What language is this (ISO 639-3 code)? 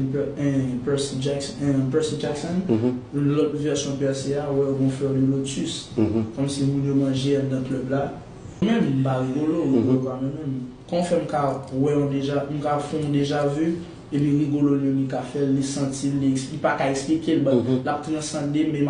hat